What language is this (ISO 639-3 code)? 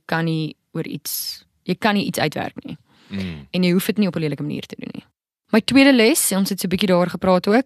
afr